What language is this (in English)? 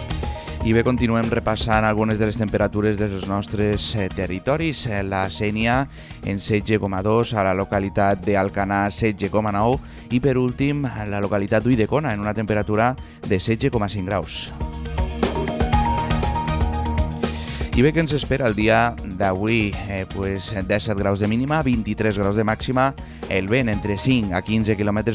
Catalan